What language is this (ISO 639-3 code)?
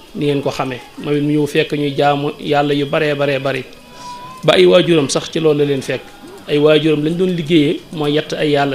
wol